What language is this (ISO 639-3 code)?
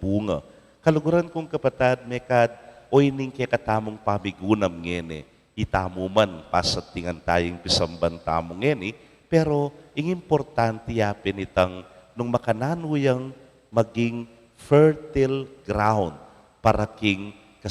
pam